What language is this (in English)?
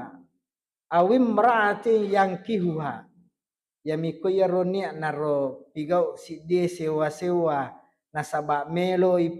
Buginese